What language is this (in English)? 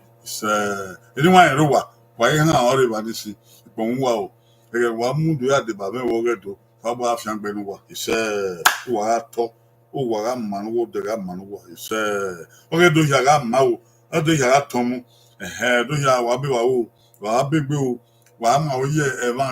Bini